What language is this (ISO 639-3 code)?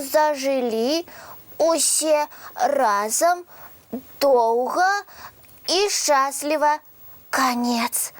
bel